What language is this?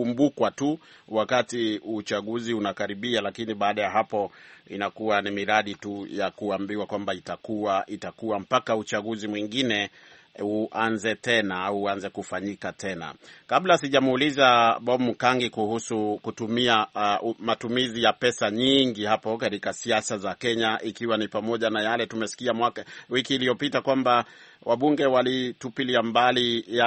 Swahili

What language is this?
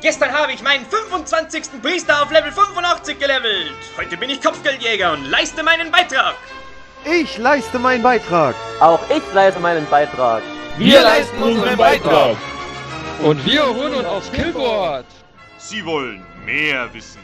Bavarian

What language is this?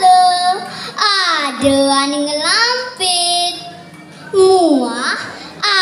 Balinese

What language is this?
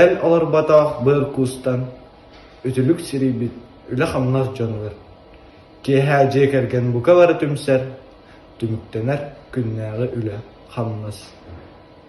Yakut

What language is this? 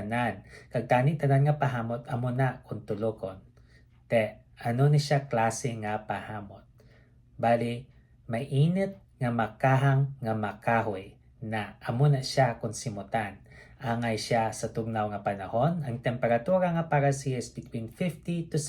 Hiligaynon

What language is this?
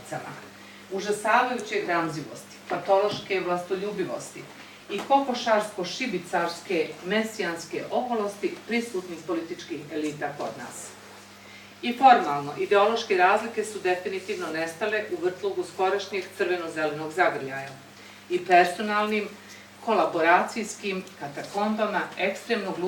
Bosnian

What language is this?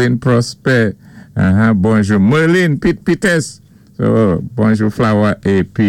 Saint Lucian Creole French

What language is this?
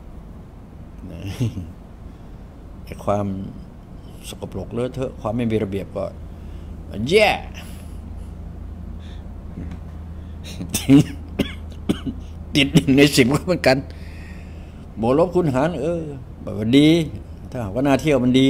Thai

